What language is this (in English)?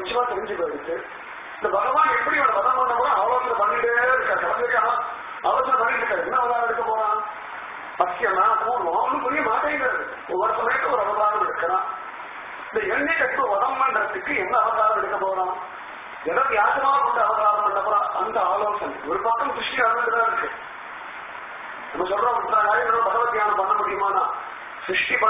Tamil